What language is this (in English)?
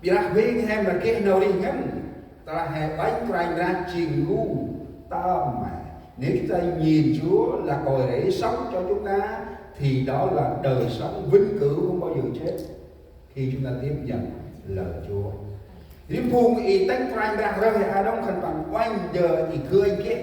Central Mnong